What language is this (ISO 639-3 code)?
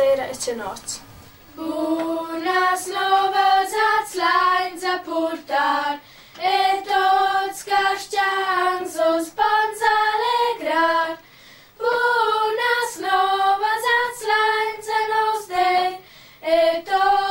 roh